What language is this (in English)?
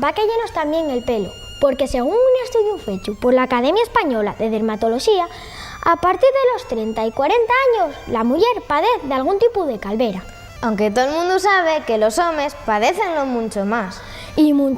Asturian